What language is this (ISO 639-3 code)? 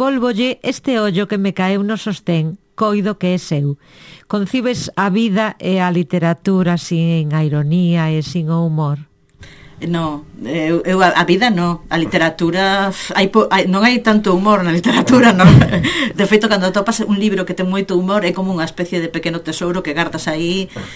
glg